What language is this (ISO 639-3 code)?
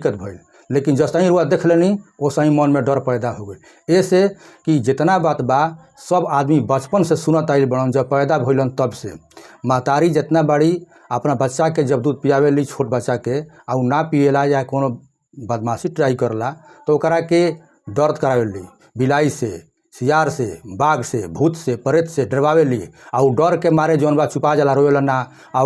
bho